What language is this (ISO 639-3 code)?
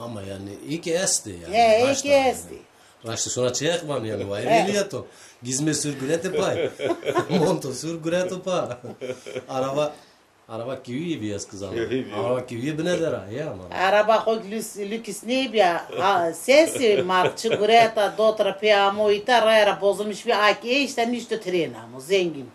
zza